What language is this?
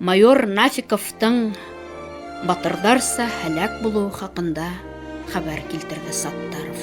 Bashkir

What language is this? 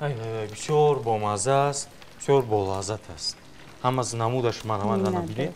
Tajik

